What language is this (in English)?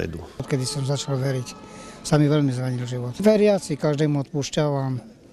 Slovak